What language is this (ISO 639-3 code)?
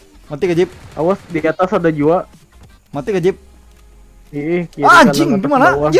bjn